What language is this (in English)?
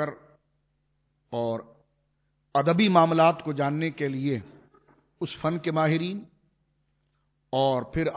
Urdu